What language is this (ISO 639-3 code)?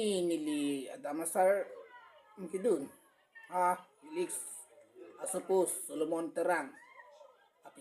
mjw